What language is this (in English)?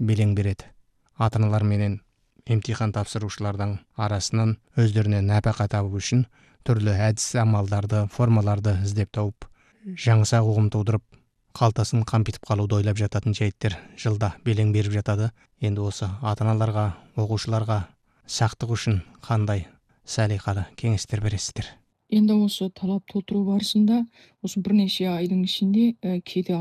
Kazakh